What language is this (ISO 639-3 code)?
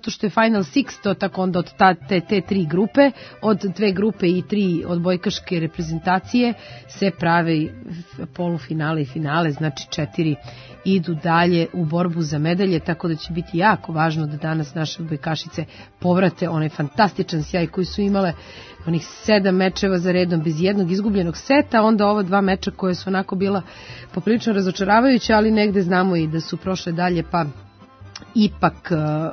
srp